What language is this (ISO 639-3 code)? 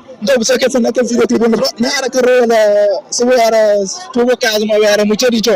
kea